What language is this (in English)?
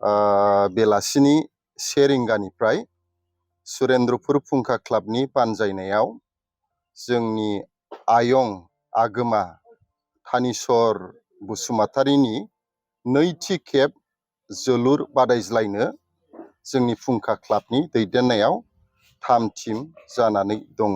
Bodo